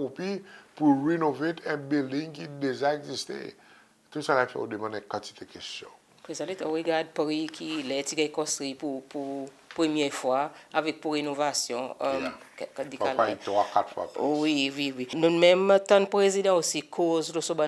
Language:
Seselwa Creole French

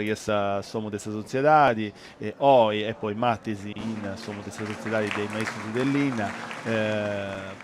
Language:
Sardinian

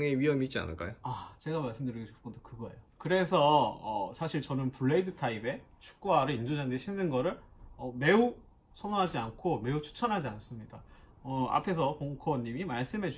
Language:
Korean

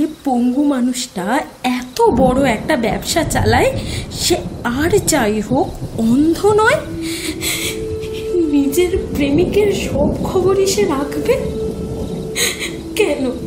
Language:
Bangla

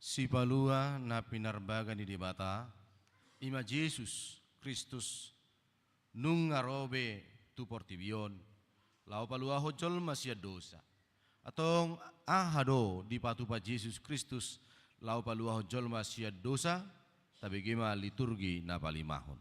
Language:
Batak Toba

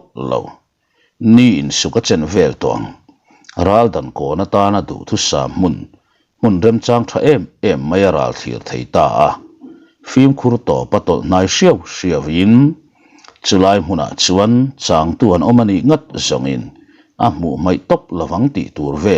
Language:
Mizo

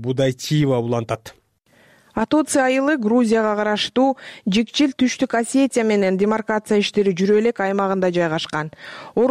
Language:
Kyrgyz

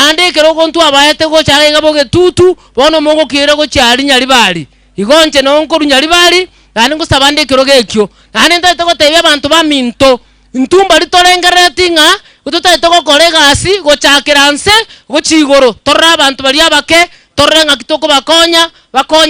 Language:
Gusii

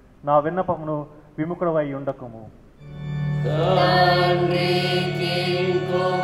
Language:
Telugu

